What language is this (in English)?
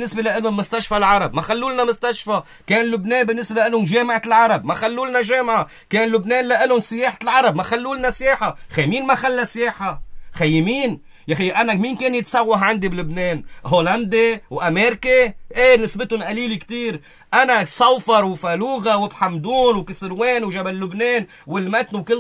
North Levantine Arabic